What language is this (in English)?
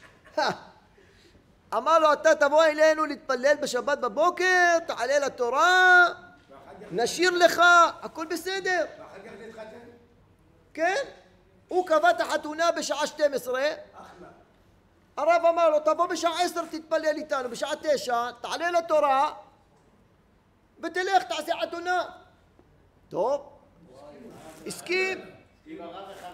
Hebrew